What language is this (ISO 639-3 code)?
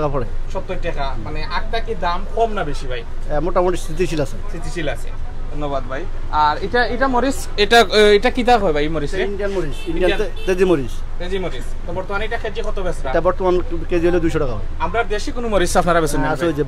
syl